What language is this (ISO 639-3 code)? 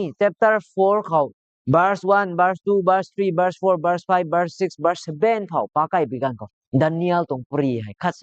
nbu